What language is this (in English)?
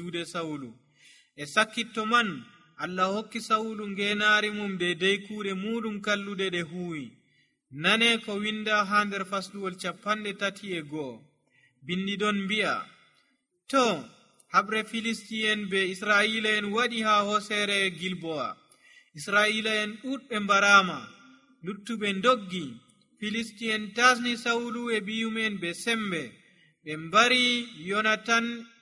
Nigerian Fulfulde